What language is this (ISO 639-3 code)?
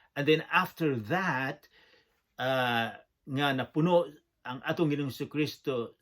ceb